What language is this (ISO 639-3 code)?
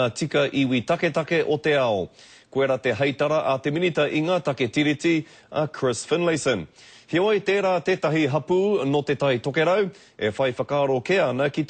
mri